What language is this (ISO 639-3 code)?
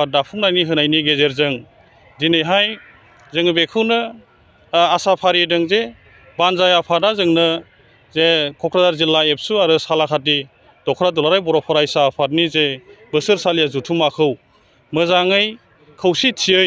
brx